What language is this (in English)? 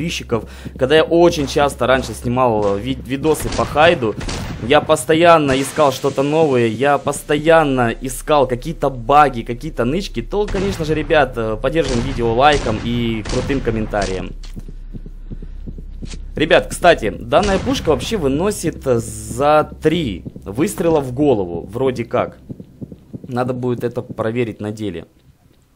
Russian